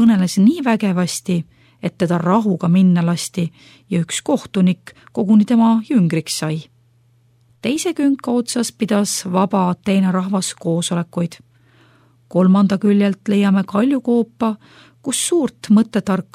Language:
Estonian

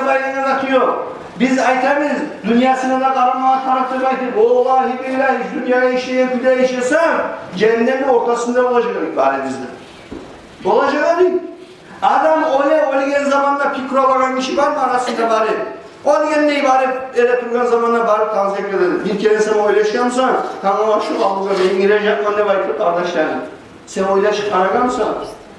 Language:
Kumyk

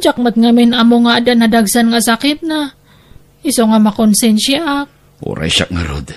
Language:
Iloko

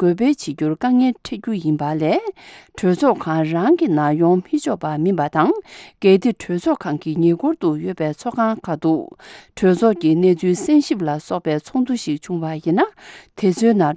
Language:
Tibetan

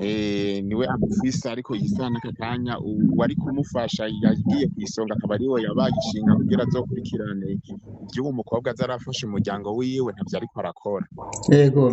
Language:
Rundi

